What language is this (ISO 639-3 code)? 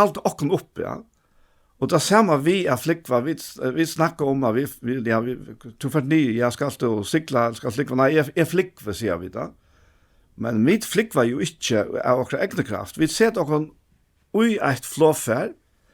fao